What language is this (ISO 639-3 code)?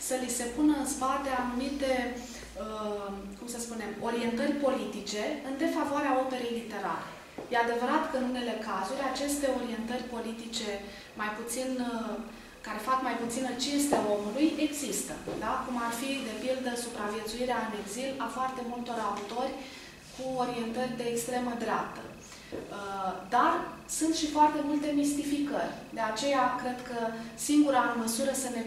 ron